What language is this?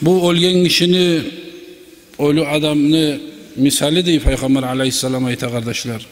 Kumyk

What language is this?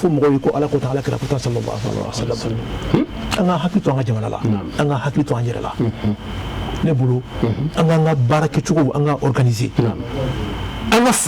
Bambara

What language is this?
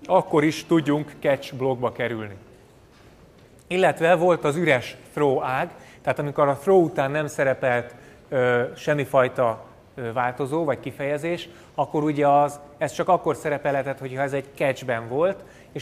Hungarian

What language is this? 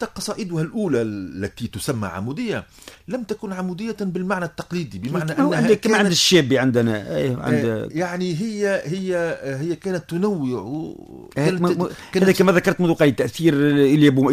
Tunisian Arabic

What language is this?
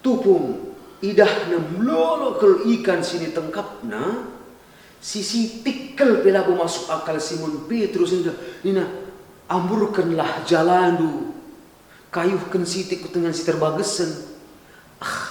Batak Karo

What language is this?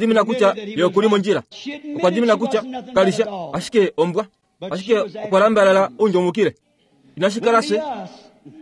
Kuanyama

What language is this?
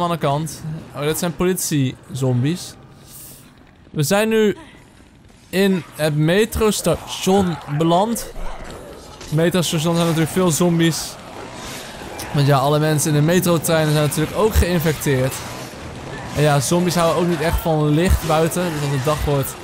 Dutch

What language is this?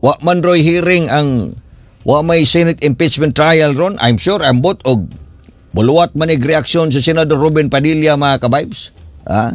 Cebuano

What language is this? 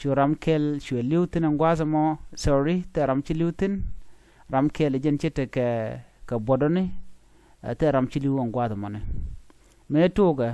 Nuer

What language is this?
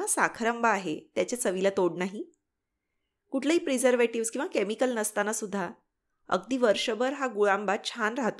Marathi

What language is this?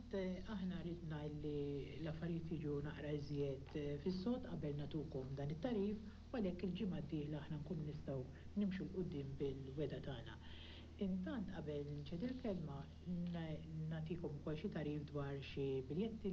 Maltese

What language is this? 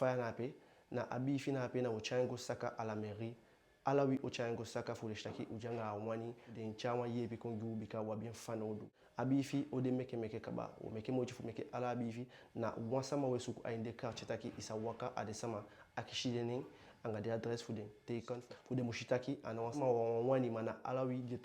Eastern Maroon Creole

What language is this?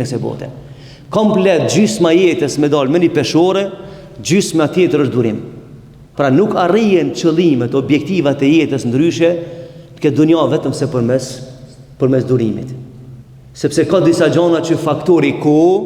Albanian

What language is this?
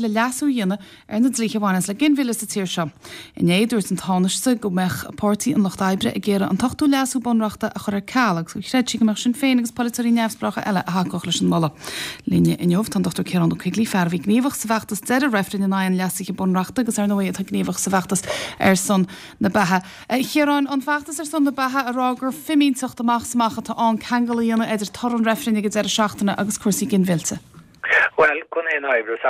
Irish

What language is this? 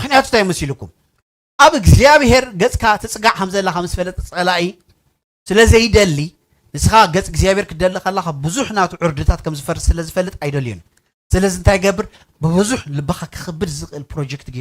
Tigrinya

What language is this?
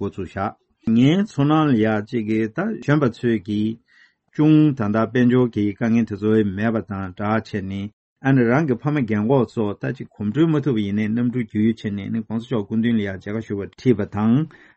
Tibetan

